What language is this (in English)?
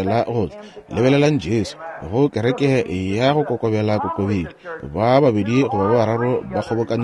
Northern Sotho